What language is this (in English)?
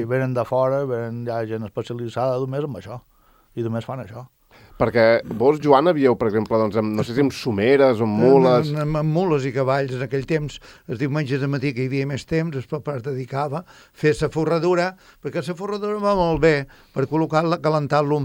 Catalan